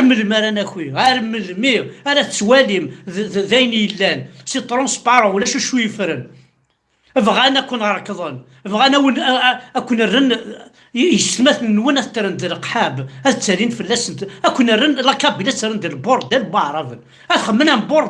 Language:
Kabyle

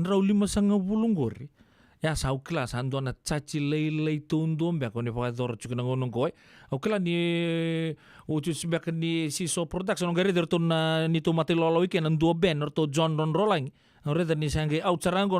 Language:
Fijian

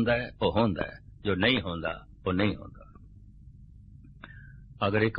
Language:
Punjabi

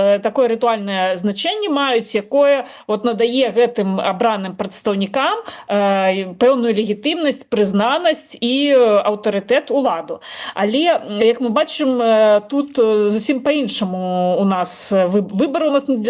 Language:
Belarusian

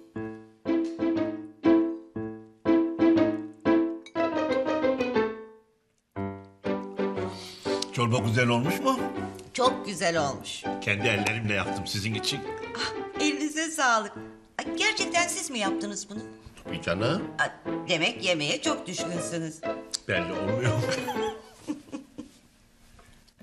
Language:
Turkish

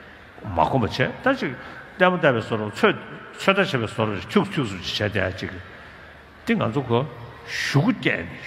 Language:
Tibetan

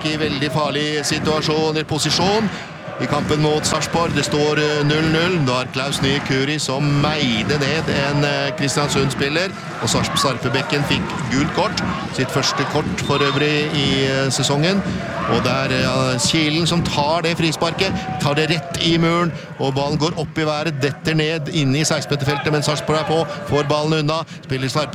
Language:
Norwegian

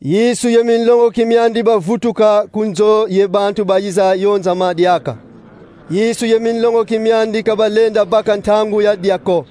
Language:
Kongo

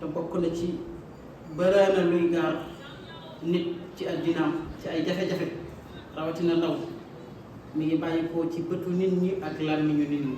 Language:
Wolof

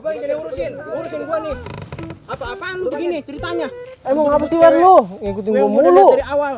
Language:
Betawi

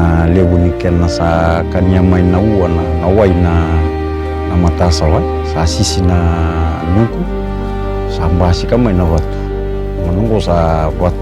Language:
Fijian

